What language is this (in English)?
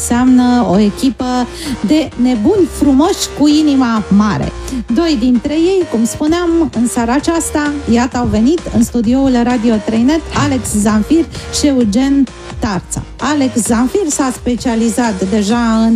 Romanian